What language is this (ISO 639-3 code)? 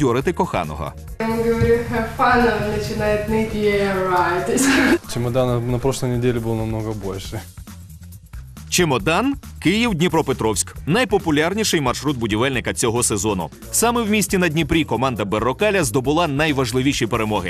ukr